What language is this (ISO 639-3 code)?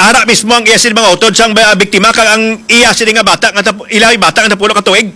hil